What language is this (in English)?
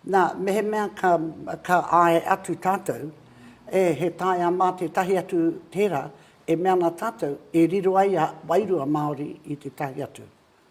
Māori